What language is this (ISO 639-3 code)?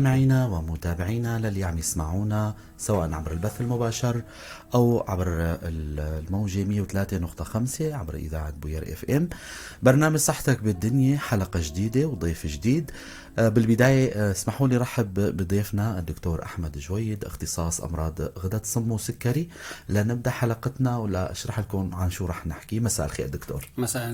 apc